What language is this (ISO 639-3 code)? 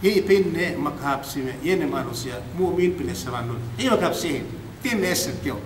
yka